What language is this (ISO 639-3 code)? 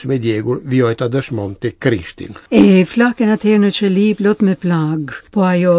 sqi